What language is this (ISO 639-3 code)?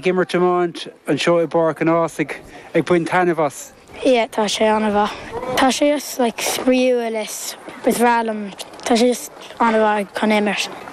gle